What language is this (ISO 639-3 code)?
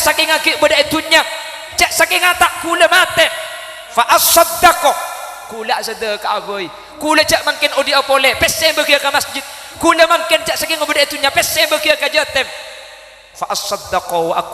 mad